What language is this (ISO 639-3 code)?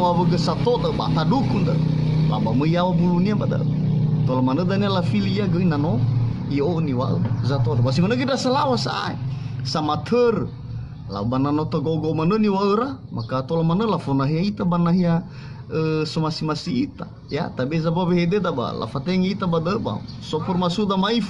nia